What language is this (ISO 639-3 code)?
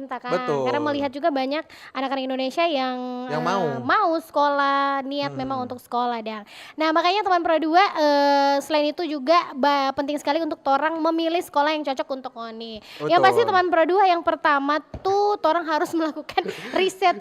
xmm